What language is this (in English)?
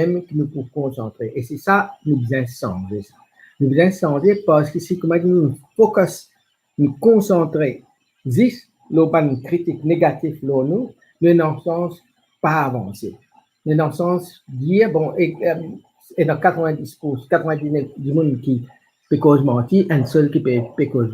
Morisyen